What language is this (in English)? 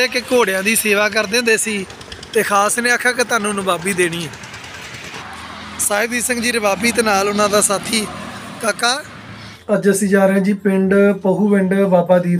Punjabi